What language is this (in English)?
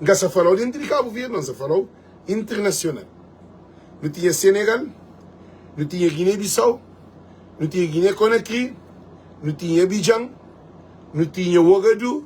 Kabuverdianu